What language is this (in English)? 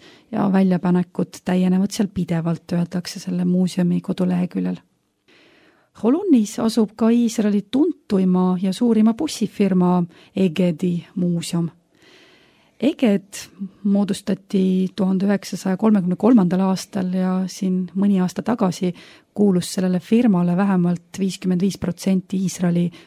Estonian